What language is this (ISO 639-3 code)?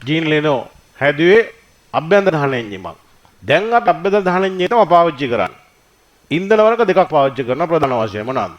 sin